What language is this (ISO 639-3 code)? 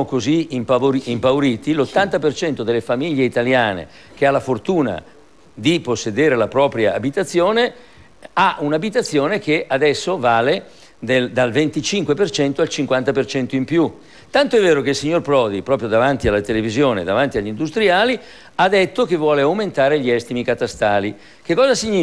ita